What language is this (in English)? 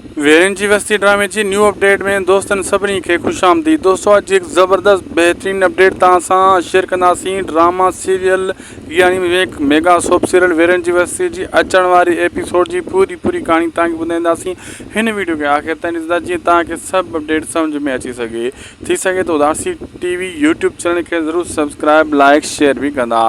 Sindhi